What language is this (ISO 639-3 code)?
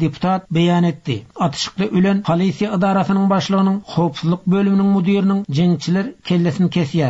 tuk